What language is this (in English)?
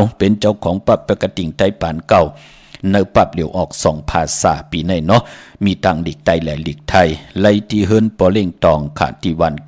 Shan